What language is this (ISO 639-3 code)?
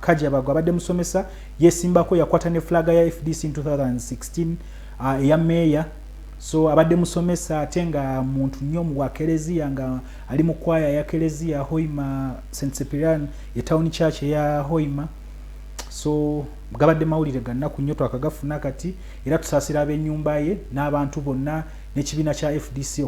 lug